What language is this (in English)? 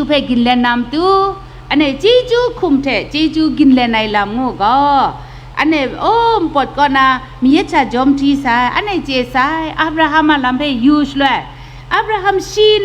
Kachin